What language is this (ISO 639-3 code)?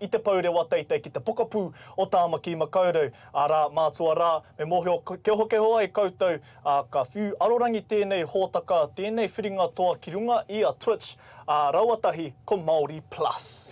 mri